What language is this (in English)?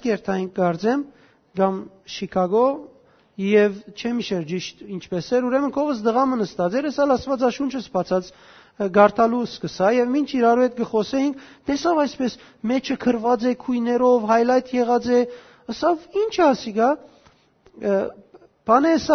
Western Armenian